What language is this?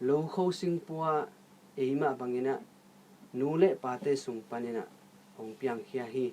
Tedim Chin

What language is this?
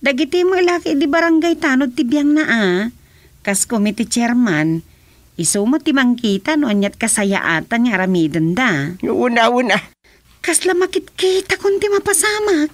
Iloko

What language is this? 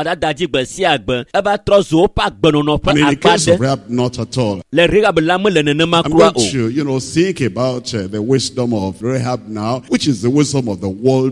Ewe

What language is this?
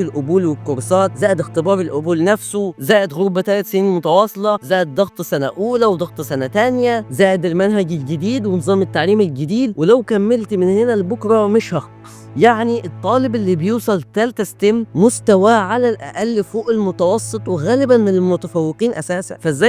Egyptian Arabic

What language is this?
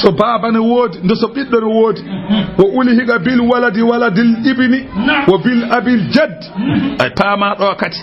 Fula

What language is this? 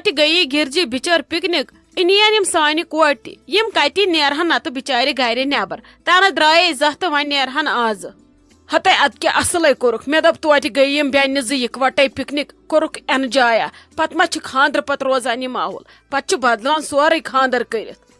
Kashmiri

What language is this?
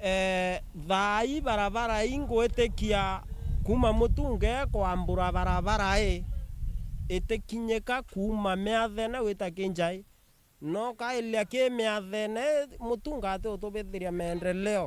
Meru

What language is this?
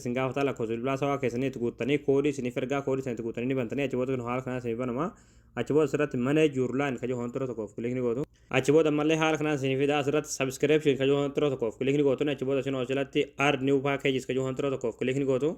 Oromo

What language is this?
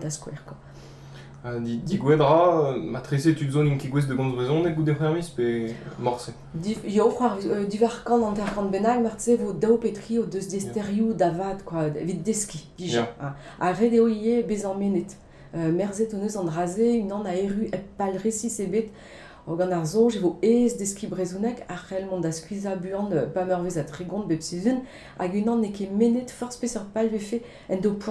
Breton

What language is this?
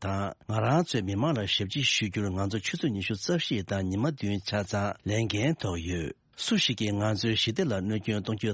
Tibetan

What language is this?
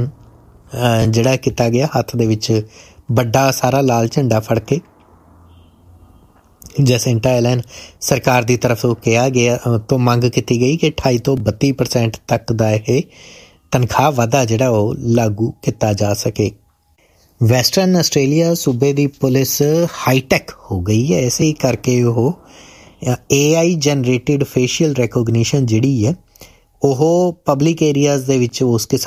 Punjabi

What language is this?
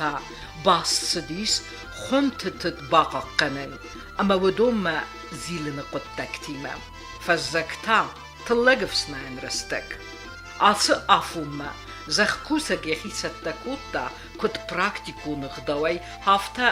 Ossetic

